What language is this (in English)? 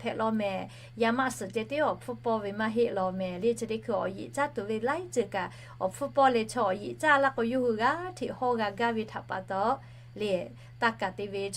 Lahu